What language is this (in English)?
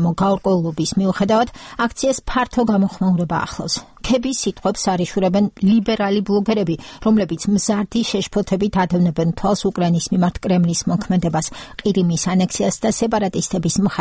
Georgian